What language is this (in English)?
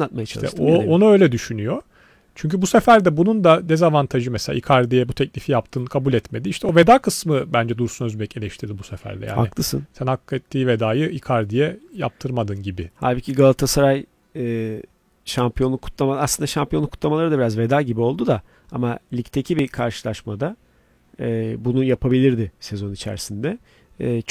Turkish